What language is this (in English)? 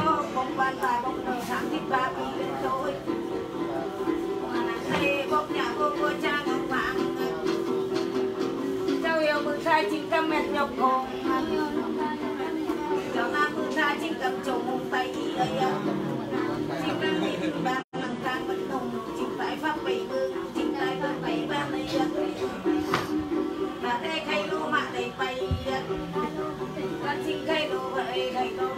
Vietnamese